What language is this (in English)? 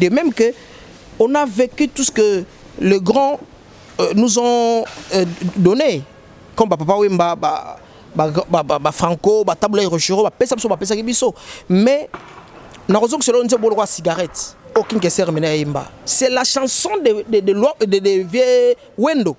Lingala